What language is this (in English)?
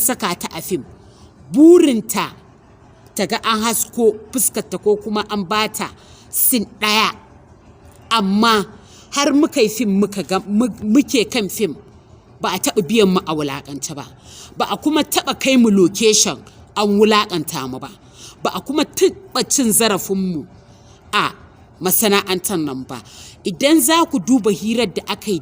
Hausa